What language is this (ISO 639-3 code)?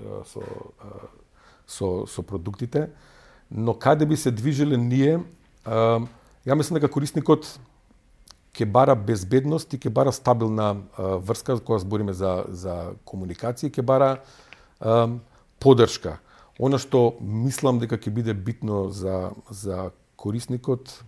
mkd